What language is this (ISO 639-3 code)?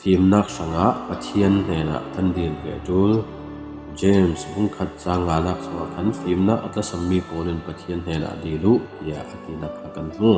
cfm